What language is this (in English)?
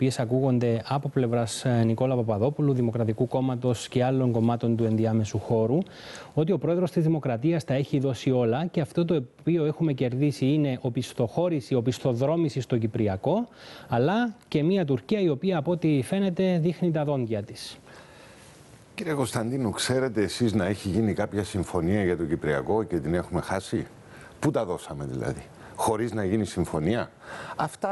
Greek